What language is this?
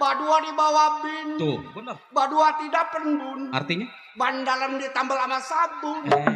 Betawi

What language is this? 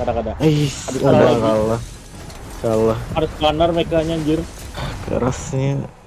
Banjar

